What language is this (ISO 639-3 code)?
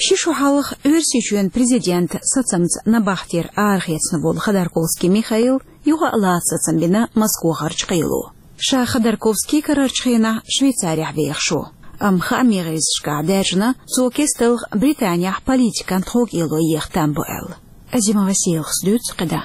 che